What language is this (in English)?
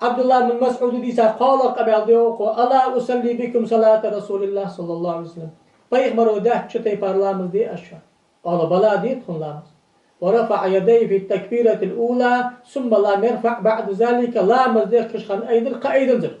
Ingush